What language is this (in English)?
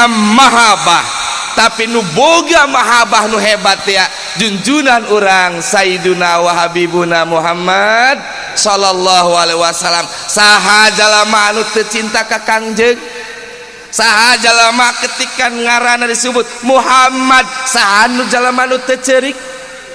Sundanese